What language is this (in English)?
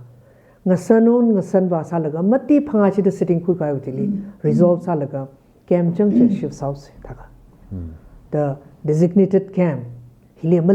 Tangkhul Naga (India)